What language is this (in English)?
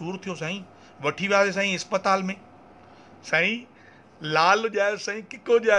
Sindhi